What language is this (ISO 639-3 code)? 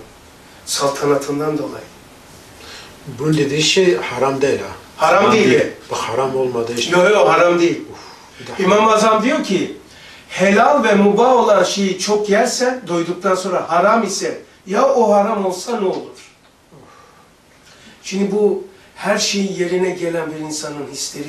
tur